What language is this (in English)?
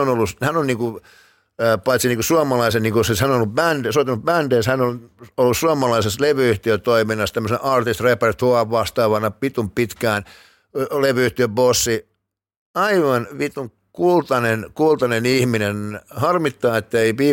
Finnish